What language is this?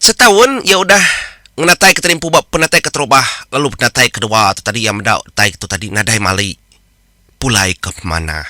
Iban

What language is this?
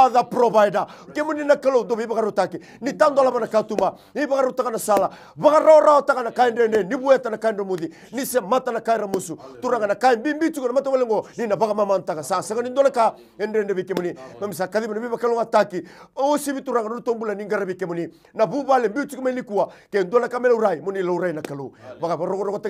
Fijian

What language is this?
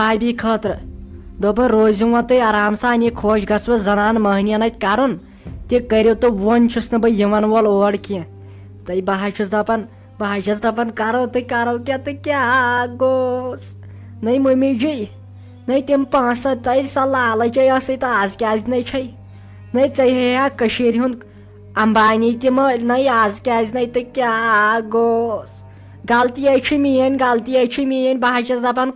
Kashmiri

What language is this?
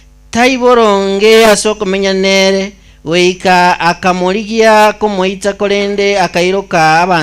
Gusii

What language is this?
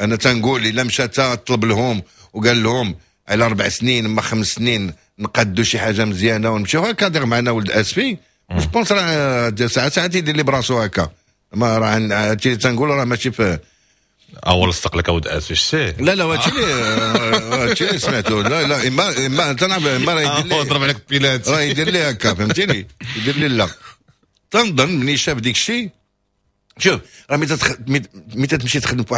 Moroccan Arabic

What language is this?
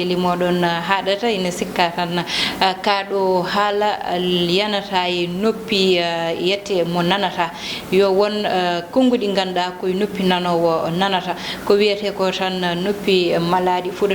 Fula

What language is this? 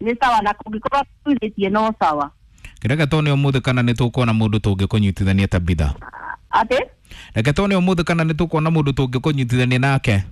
Kikuyu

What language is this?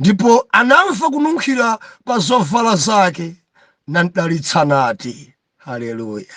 Nyanja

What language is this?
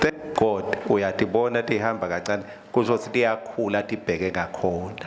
Swati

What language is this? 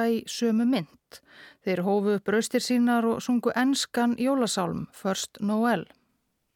Icelandic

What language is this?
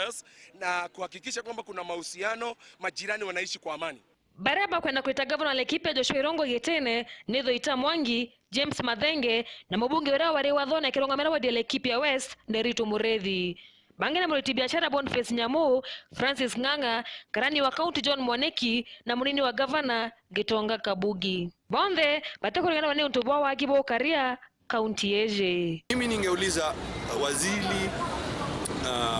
Meru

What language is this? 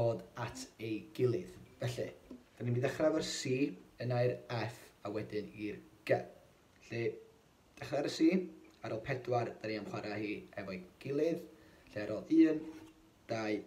Welsh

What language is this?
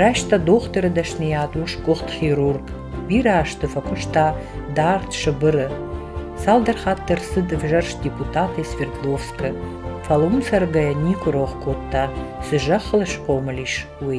Ossetic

